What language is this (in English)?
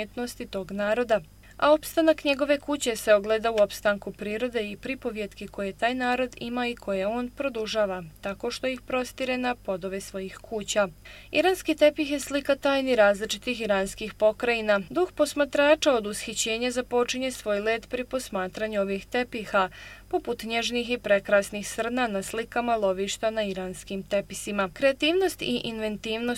Bosnian